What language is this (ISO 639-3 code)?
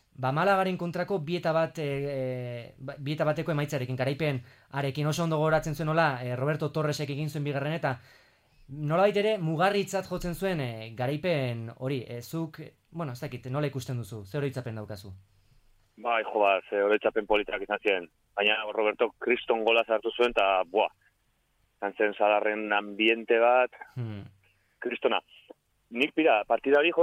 eus